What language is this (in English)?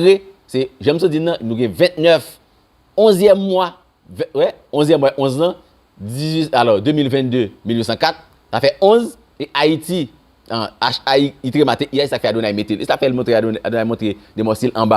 Haitian Creole